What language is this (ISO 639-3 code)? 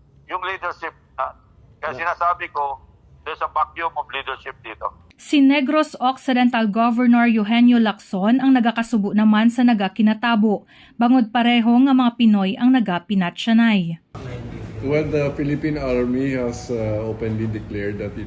hil